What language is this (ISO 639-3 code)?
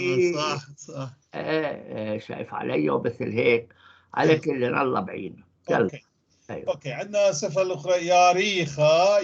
apc